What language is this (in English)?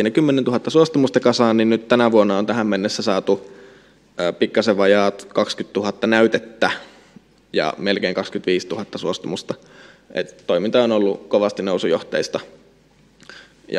Finnish